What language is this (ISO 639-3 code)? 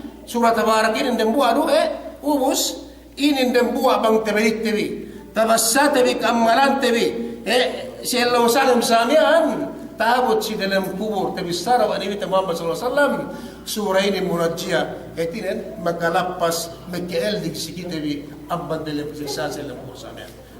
yka